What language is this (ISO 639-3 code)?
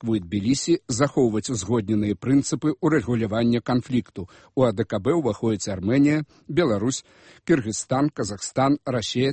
bel